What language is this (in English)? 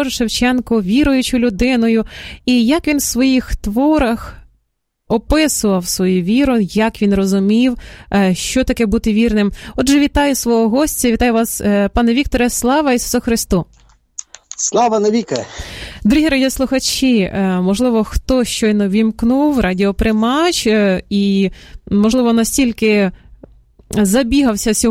Ukrainian